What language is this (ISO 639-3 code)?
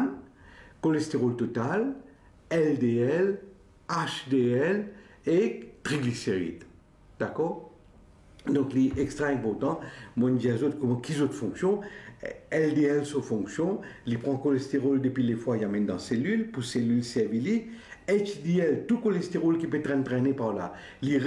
mfe